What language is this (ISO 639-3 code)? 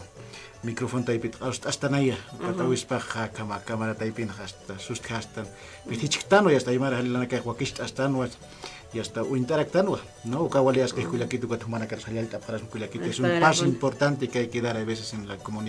aym